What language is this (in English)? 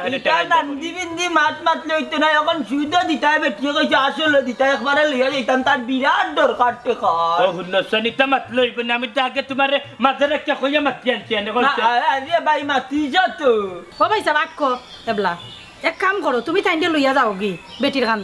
Sylheti